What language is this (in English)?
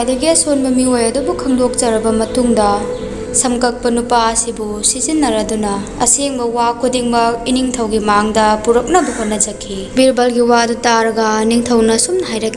Manipuri